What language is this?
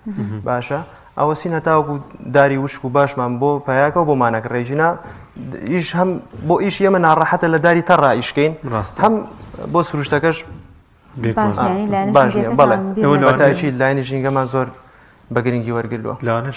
Central Kurdish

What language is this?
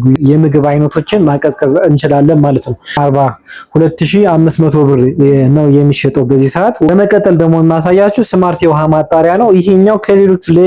Amharic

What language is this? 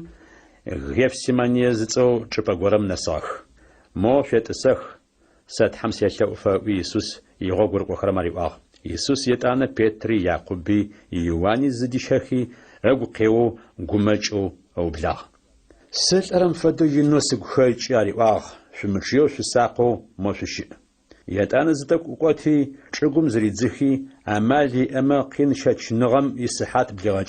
Adyghe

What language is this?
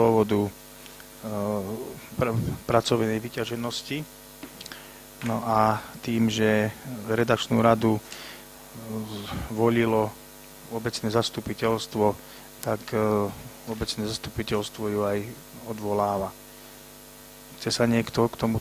Slovak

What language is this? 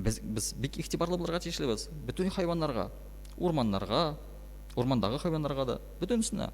Tatar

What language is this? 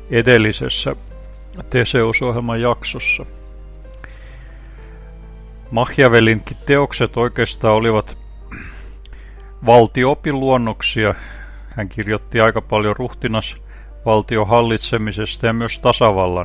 Finnish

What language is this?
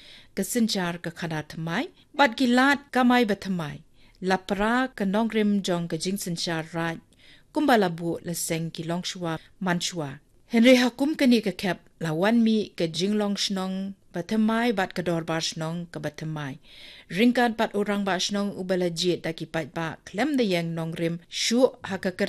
Khasi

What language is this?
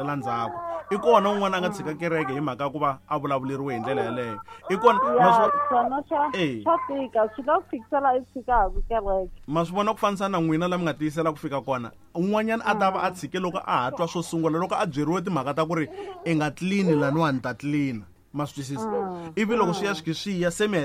Tsonga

